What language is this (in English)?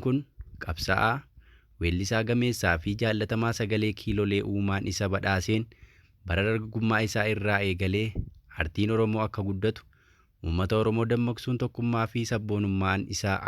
Oromo